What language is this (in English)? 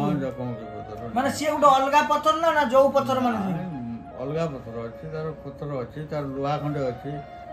Odia